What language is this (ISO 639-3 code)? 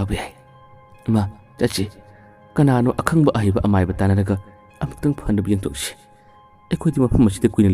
mni